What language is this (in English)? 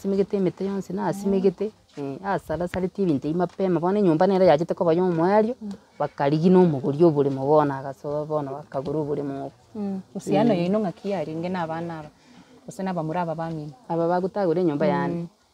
Gusii